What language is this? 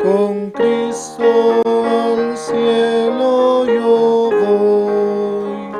Aymara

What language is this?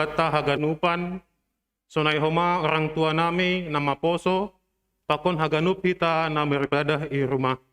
Batak Simalungun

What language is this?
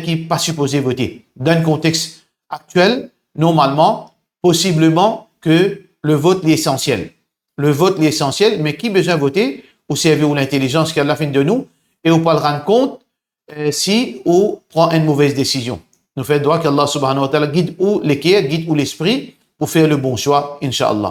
Morisyen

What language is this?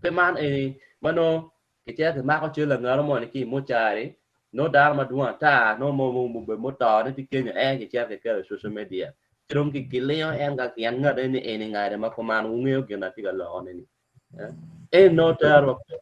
Acoli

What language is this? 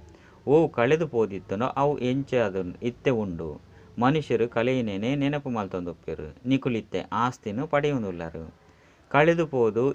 Tulu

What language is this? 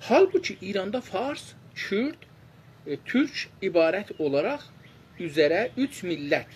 South Azerbaijani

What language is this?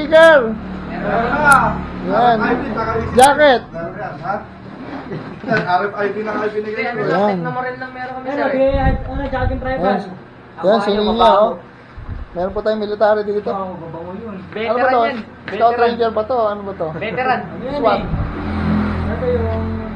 Filipino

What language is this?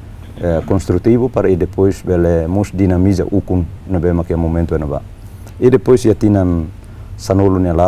Tetum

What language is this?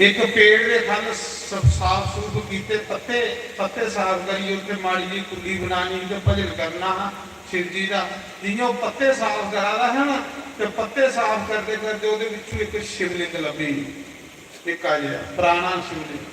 Dogri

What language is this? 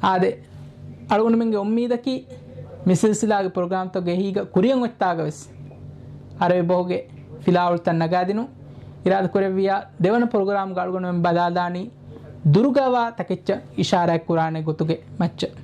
Divehi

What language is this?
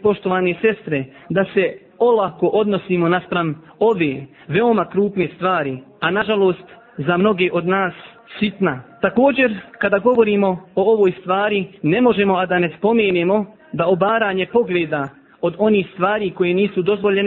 Bosnian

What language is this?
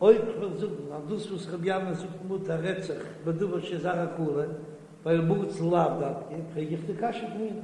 Yiddish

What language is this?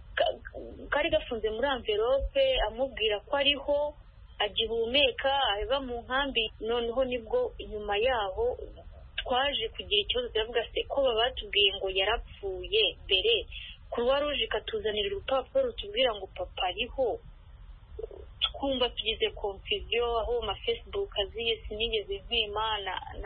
Kinyarwanda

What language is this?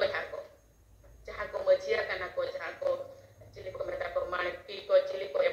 Santali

